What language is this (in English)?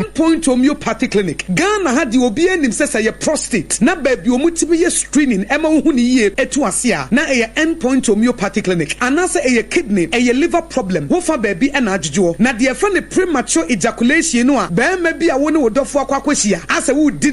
Akan